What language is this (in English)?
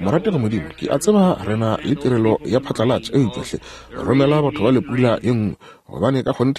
Northern Sotho